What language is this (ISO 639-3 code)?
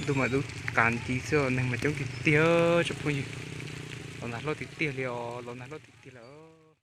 hmn